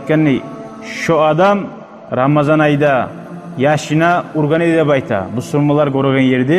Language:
Kumyk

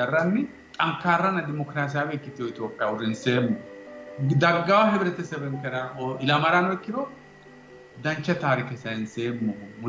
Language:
Sidamo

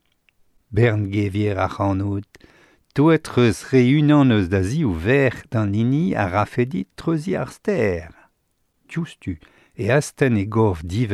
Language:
Breton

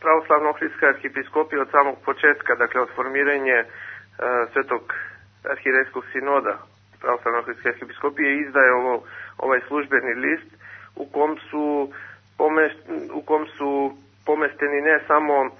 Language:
Serbian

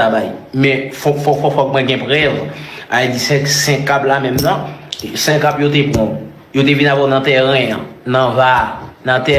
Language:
Haitian Creole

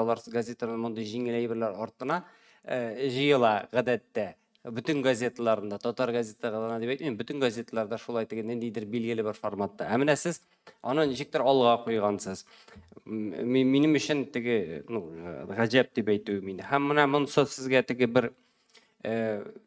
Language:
Tatar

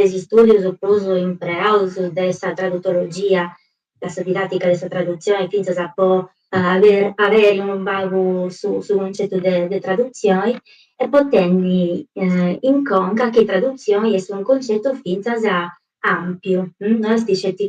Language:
Sardinian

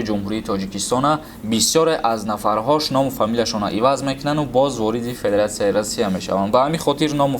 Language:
Tajik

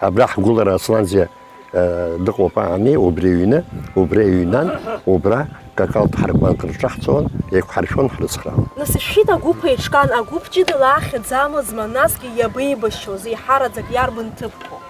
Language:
Abkhazian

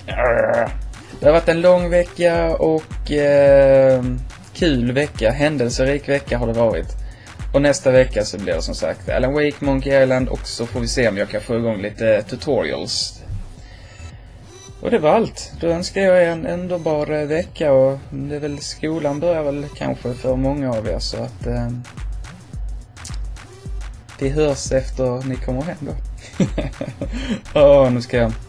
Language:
Swedish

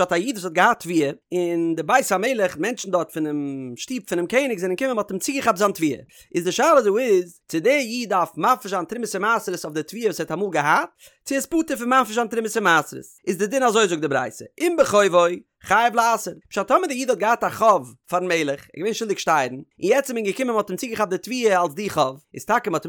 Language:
Yiddish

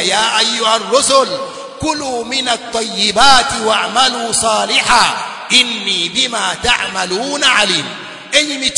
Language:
Swahili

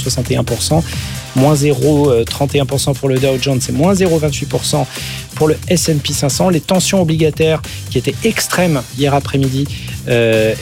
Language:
French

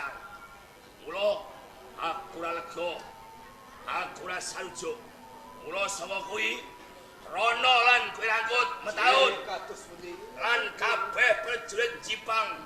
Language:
Javanese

